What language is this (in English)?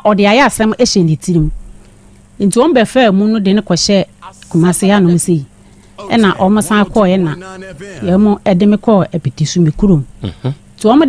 Akan